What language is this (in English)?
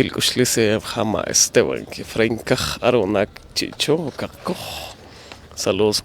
Poqomchi'